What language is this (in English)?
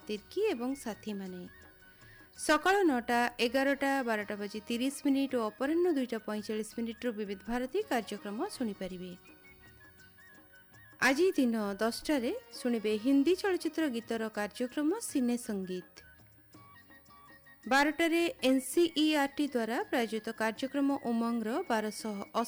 Odia